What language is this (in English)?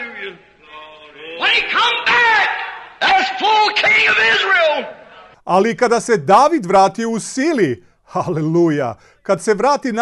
Croatian